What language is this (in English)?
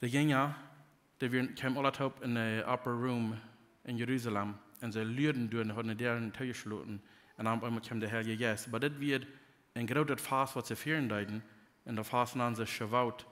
Plautdietsch